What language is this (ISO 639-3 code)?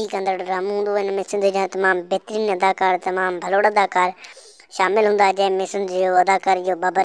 snd